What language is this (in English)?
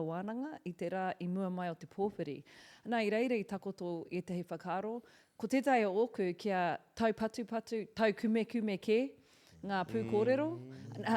Māori